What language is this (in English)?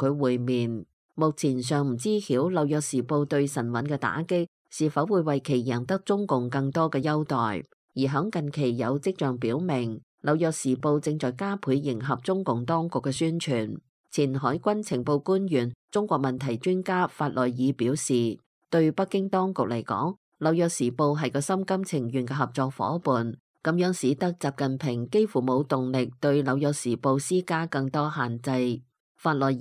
Cantonese